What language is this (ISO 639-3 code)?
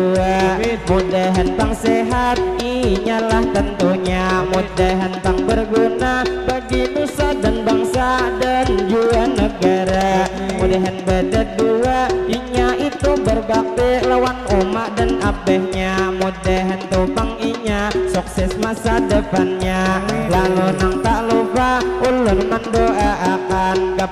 bjn